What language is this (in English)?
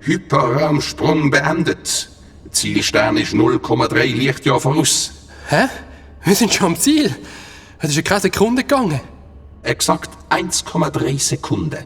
Swiss German